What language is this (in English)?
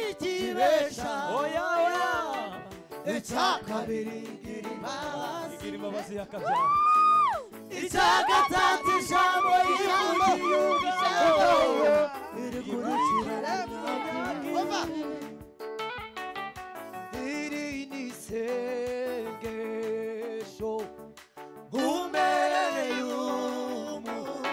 Kinyarwanda